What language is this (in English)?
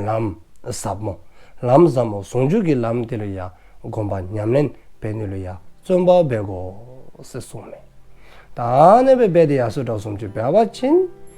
Dzongkha